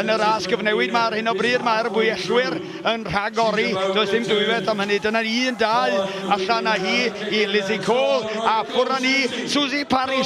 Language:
Welsh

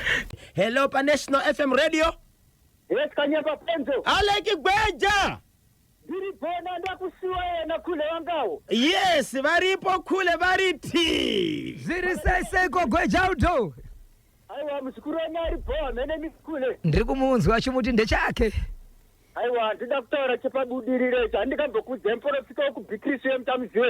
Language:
Shona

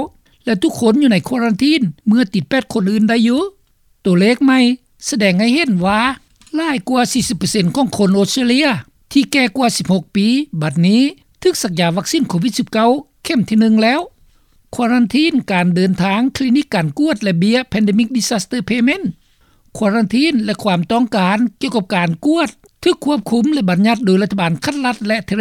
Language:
Lao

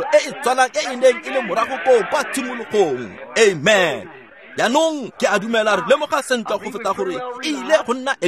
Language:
Tswana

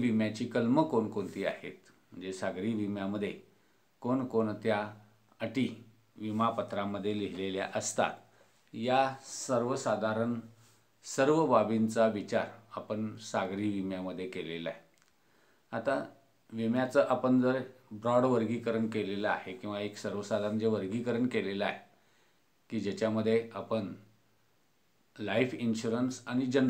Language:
Marathi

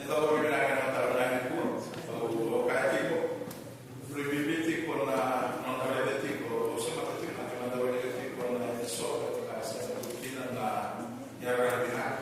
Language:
Fijian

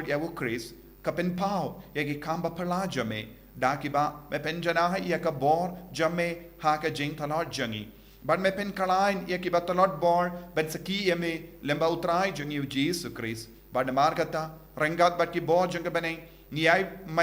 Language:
Khasi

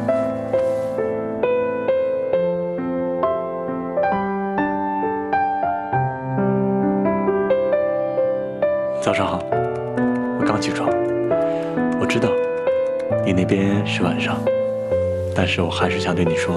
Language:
Chinese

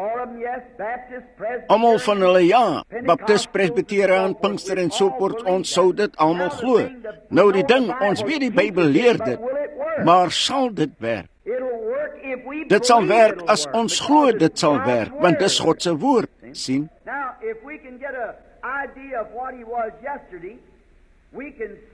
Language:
Afrikaans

